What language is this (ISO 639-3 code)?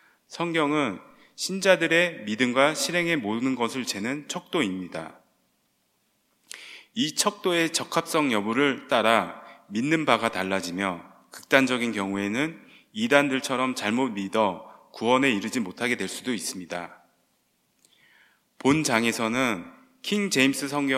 kor